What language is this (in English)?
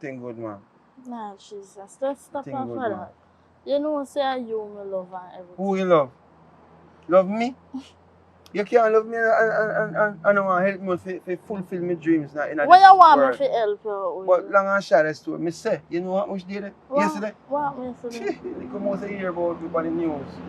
Jamaican Creole English